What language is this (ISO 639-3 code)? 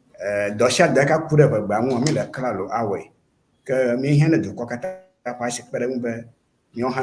ewe